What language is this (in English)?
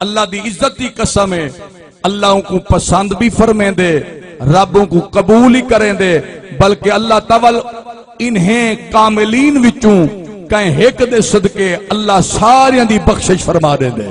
Saraiki